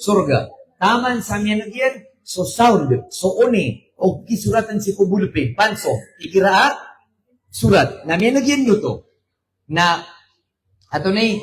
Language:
Maranao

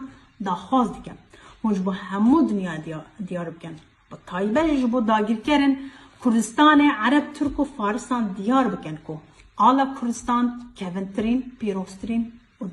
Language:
Kurdish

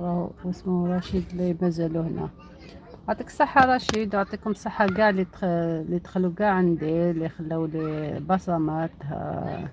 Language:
Algerian Arabic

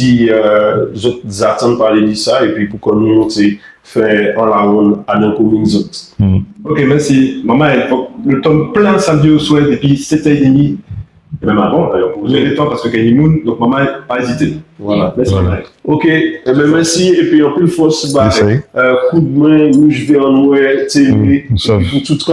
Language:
Guadeloupean Creole French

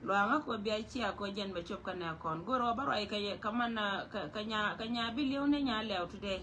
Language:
Nuer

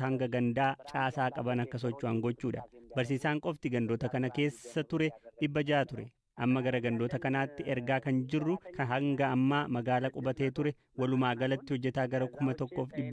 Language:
Oromo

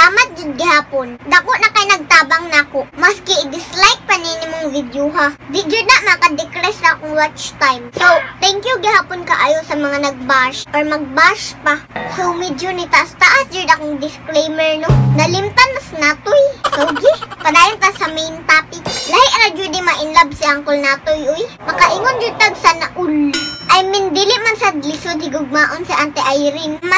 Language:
Cebuano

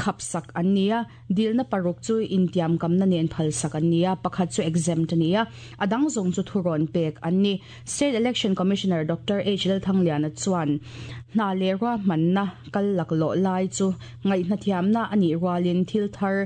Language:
Mizo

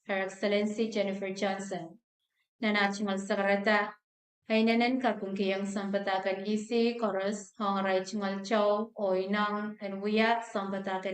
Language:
Pohnpeian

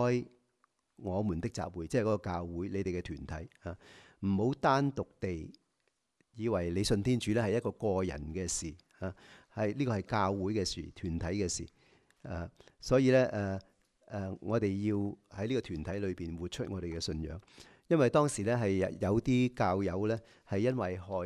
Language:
Cantonese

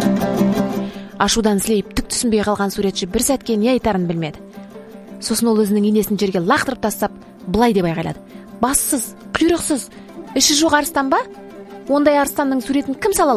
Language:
Kazakh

